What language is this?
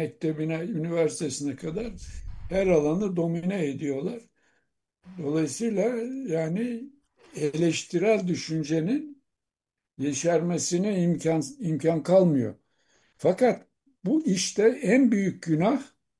Turkish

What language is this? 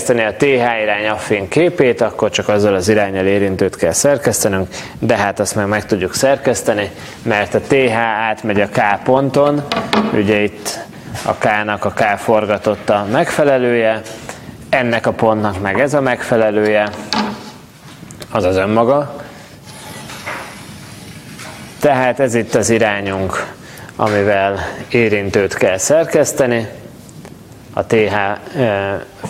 Hungarian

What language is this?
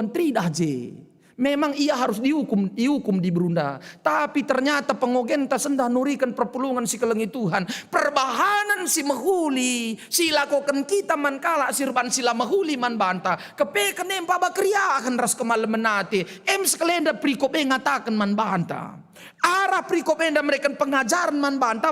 Batak Karo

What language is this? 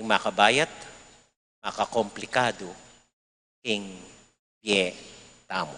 Pampanga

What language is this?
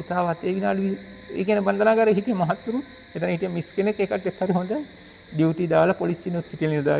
Sinhala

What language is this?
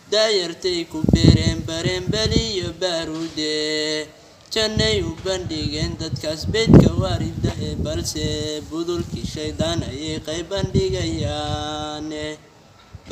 Somali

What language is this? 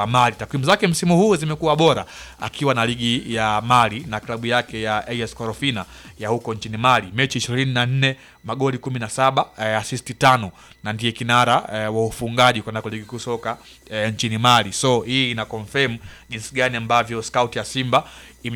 Swahili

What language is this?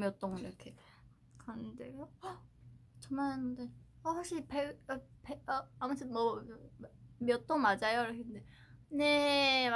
Korean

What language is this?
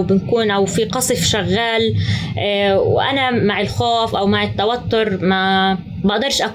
North Levantine Arabic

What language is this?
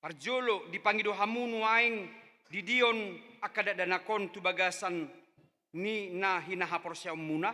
Batak Toba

